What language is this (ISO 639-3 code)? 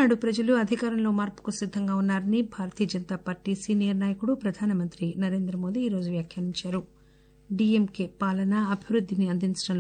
tel